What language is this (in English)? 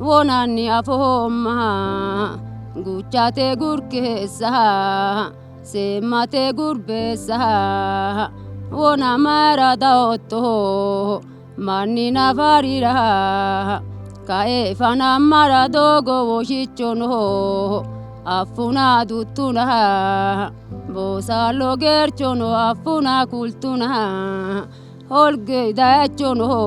Sidamo